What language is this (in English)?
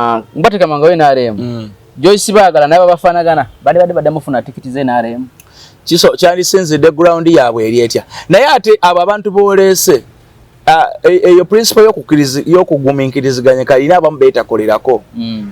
Ganda